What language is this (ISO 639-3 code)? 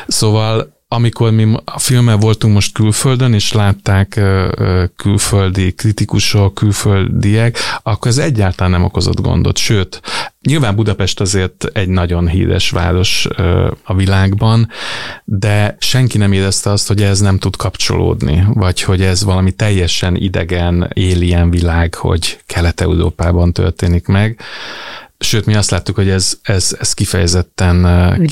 hun